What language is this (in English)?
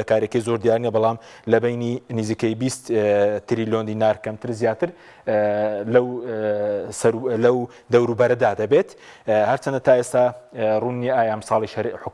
Central Kurdish